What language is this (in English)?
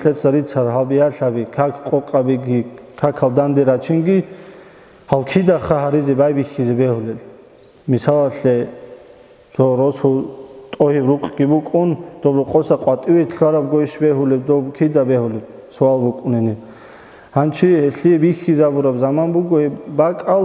Avaric